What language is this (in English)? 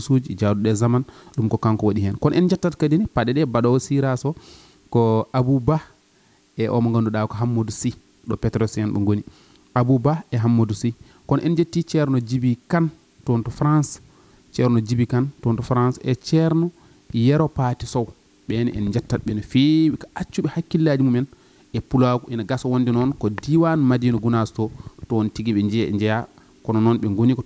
Fula